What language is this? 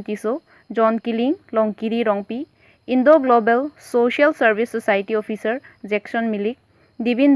Karbi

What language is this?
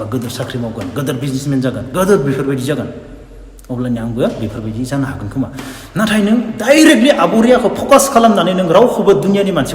Bodo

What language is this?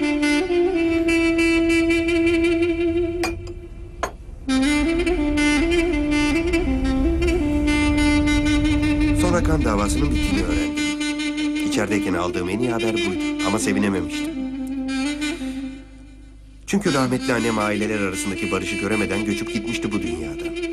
Turkish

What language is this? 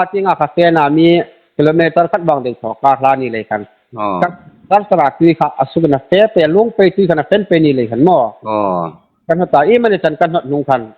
Hmar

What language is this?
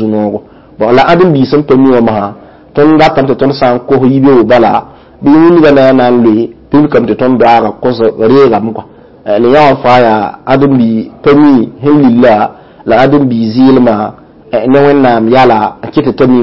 Mossi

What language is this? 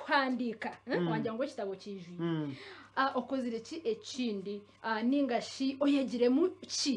Nyankole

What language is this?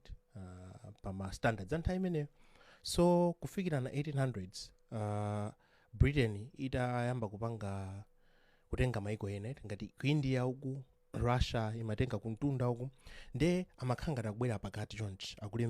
Nyanja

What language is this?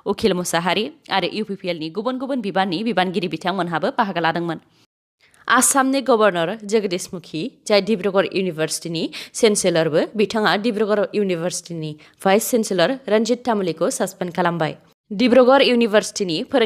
Bodo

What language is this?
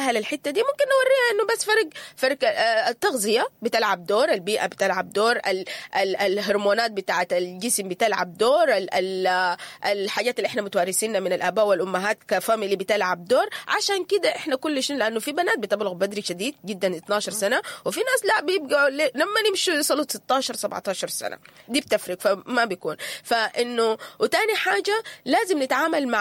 Sudanese Arabic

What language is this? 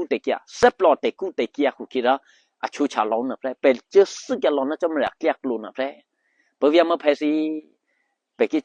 Eastern Kayah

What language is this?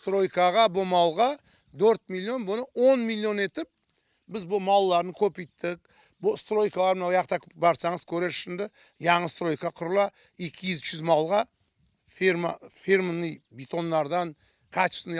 Crimean Tatar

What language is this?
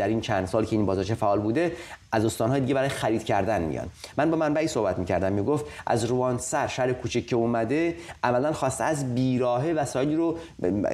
Persian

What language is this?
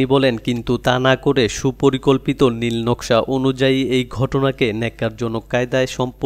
Bangla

